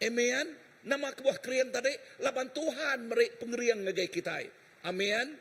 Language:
Iban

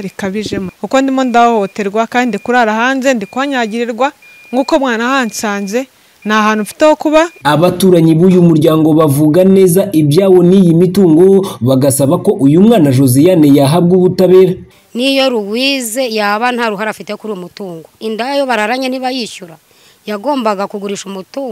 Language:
Kinyarwanda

